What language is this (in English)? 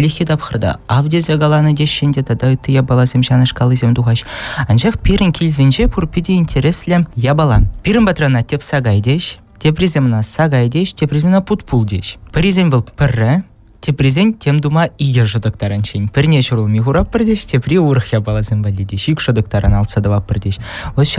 Chuvash